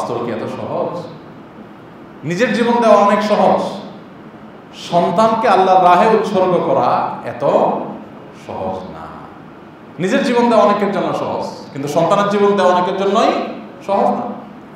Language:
Bangla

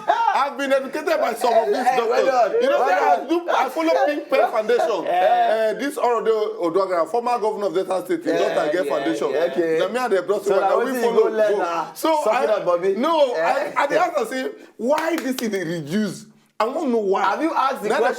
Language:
Nigerian Pidgin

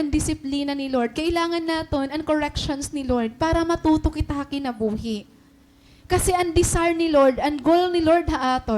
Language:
Waray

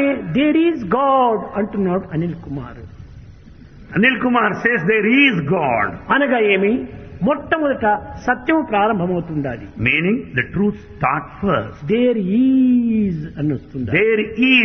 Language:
Telugu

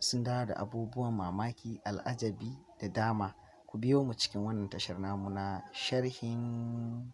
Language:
Hausa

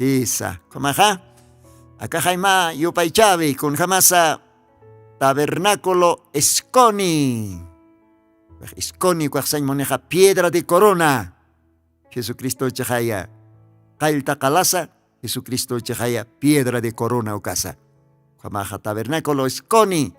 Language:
Aymara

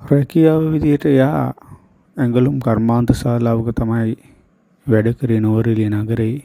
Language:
Sinhala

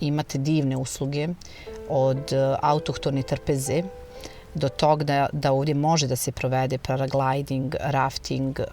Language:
Bosnian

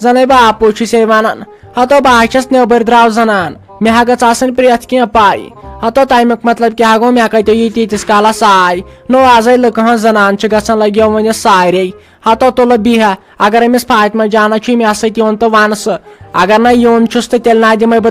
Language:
Kashmiri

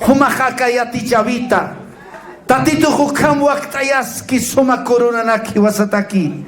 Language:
Aymara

